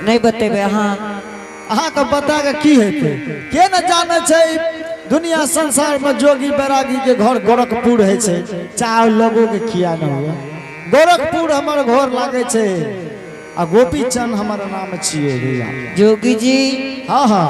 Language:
Angika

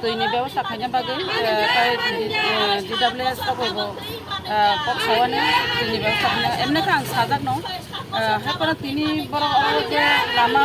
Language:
Kok Borok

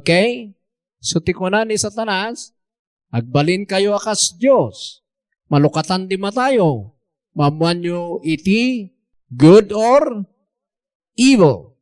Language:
Iloko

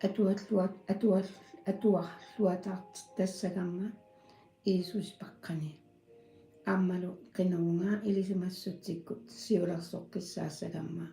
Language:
Kalaallisut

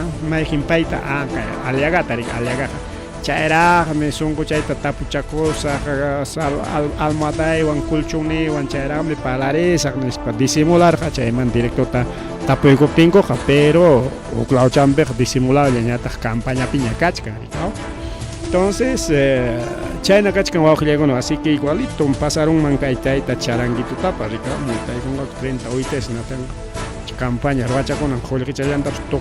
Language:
Ayacucho Quechua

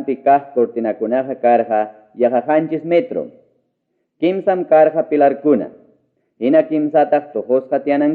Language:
Ayacucho Quechua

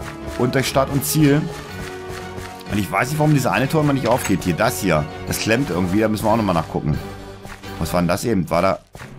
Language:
German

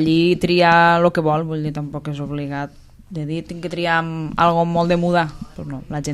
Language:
Catalan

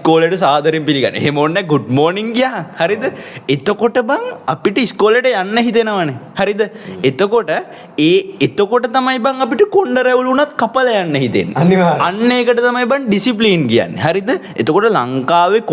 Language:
Sinhala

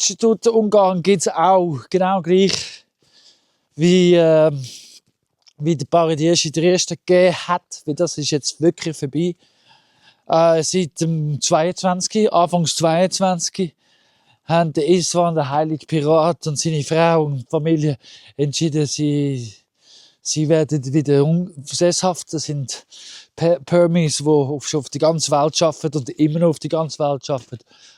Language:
Swiss German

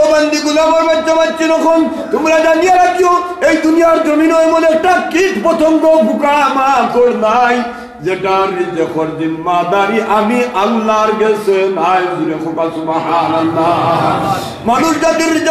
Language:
Sylheti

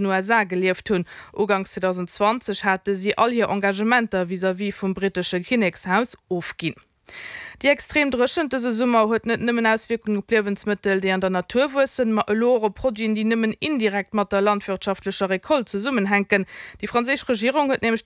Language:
Luxembourgish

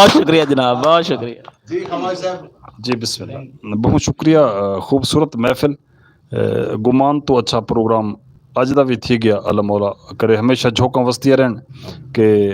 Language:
Saraiki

